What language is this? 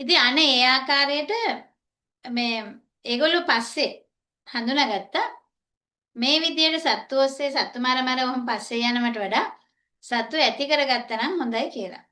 Sinhala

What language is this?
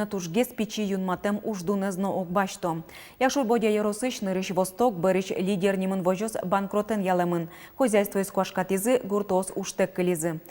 Udmurt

